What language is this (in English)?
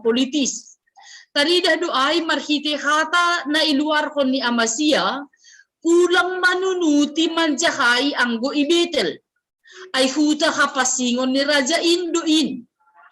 Batak Simalungun